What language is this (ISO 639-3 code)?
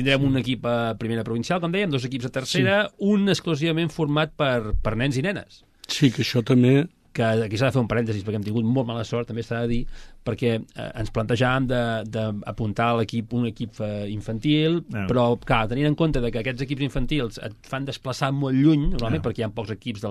cat